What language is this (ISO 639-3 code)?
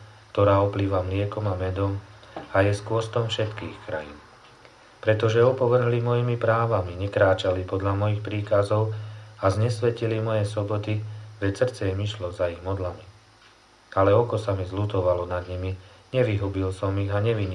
slk